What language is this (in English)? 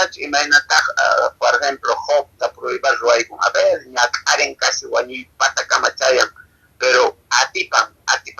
Quechua